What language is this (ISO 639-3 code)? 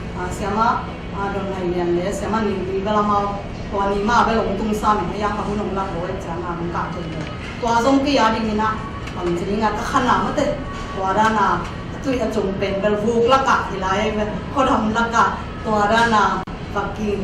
ctd